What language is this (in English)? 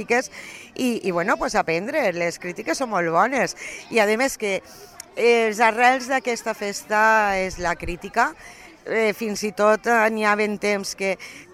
Catalan